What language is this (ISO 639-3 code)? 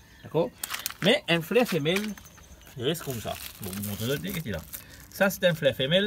mfe